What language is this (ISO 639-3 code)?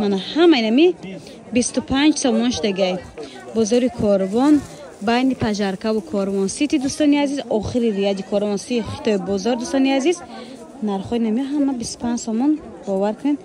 tgk